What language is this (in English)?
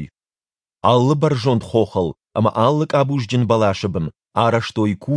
Ossetic